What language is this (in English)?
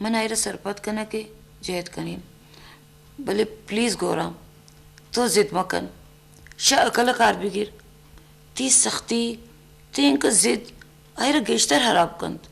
Eastern Balochi